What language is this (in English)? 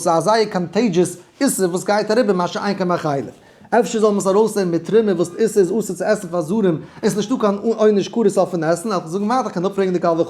Yiddish